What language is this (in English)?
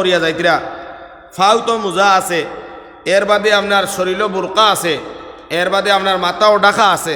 Sylheti